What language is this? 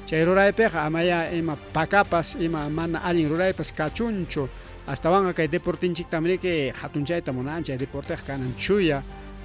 Ayacucho Quechua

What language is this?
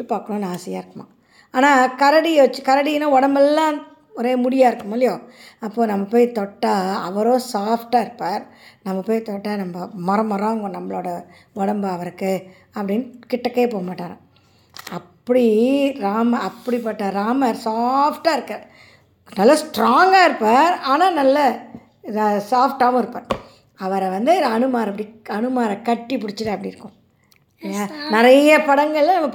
Tamil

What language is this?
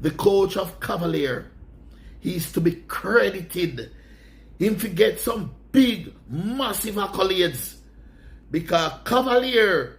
Jamaican Creole English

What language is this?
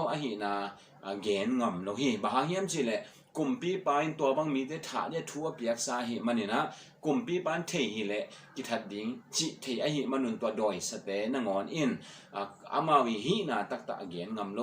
Tedim Chin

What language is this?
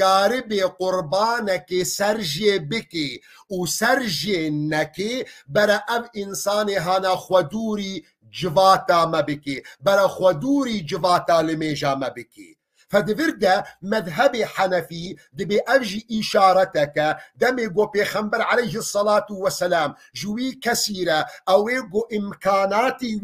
Kurdish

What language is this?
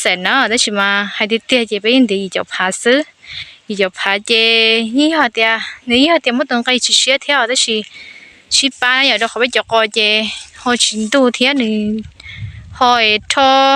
Hmong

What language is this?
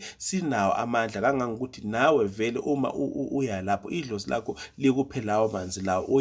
Zulu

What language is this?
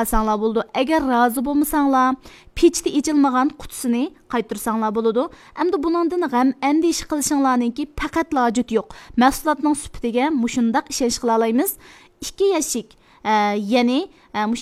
Uyghur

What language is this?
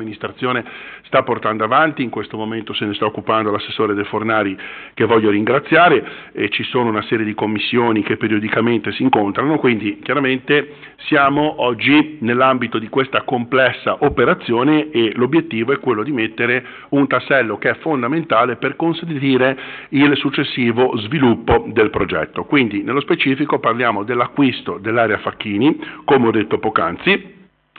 Italian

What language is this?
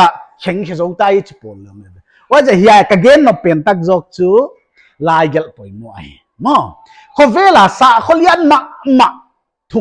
Paite Chin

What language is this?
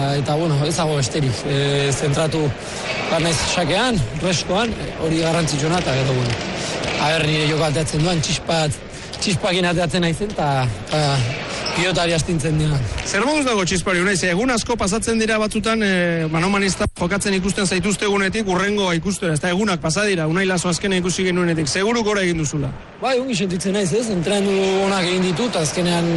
Basque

